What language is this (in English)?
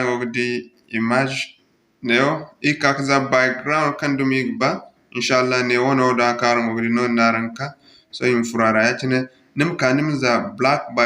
Zarma